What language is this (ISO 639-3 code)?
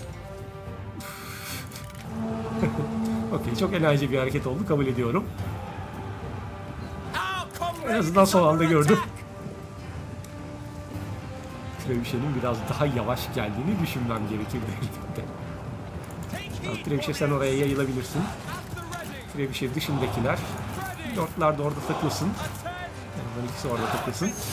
tur